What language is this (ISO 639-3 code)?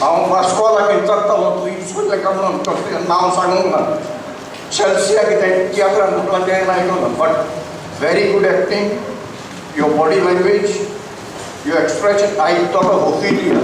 kok